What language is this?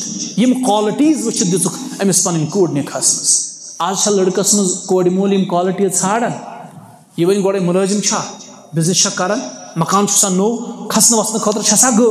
Kashmiri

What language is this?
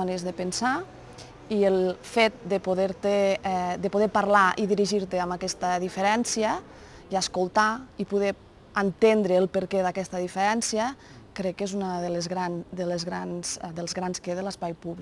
Catalan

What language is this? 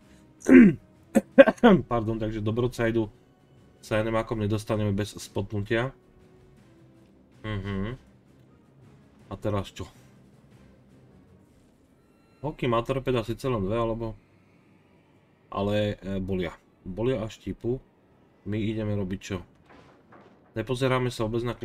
Slovak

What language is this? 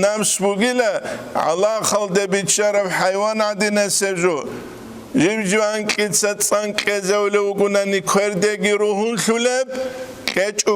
Avaric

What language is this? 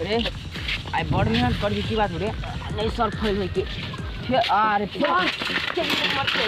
Maithili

